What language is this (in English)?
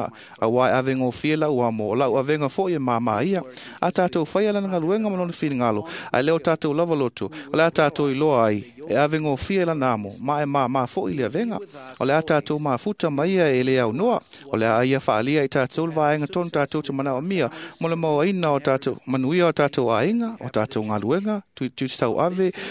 Samoan